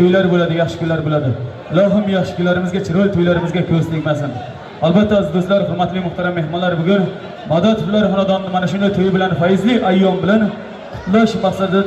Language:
Uzbek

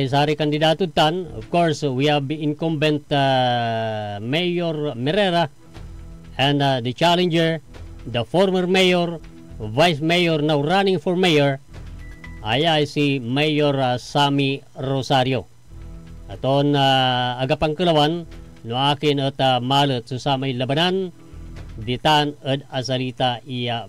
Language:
Pangasinan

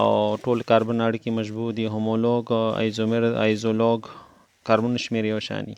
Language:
Pashto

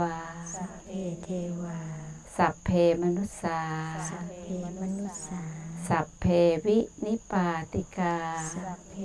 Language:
Thai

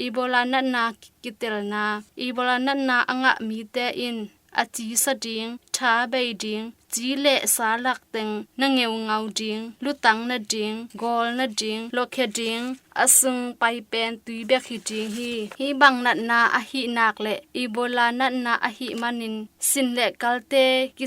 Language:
Tedim Chin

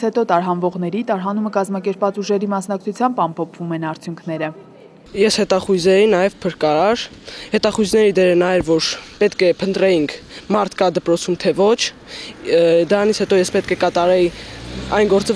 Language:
Armenian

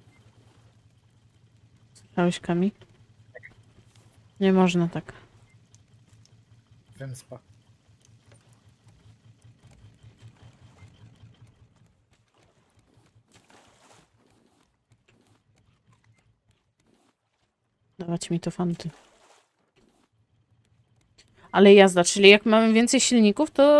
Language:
Polish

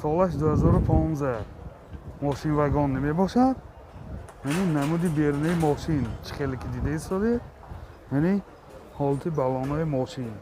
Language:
Tajik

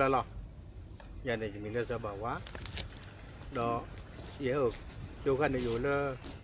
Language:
S'gaw Karen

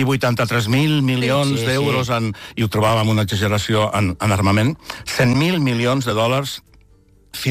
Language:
Catalan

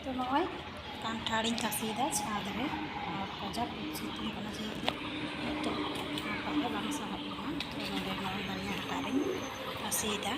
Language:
Santali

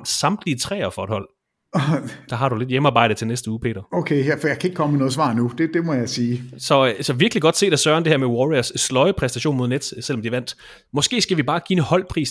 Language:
Danish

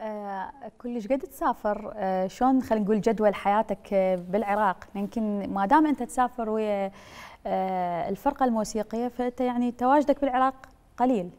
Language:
Mesopotamian Arabic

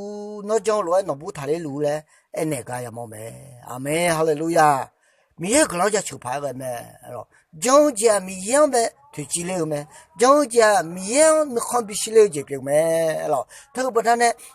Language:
Akha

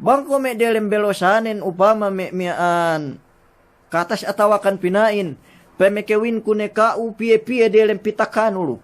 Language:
Yakan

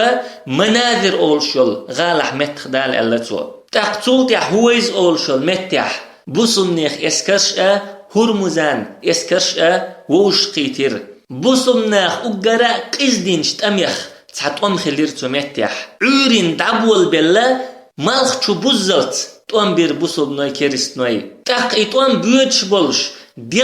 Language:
Chechen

